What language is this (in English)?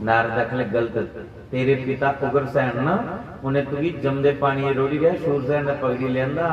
Dogri